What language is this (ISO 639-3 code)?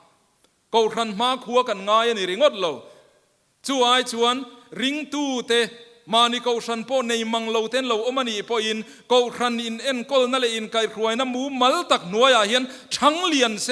lus